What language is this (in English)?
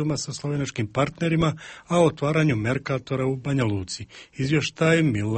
Croatian